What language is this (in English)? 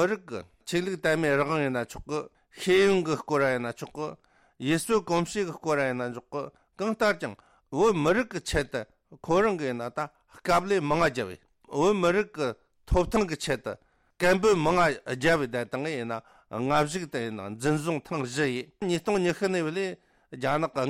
Tibetan